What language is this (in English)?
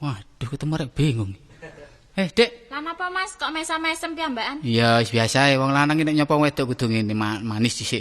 Javanese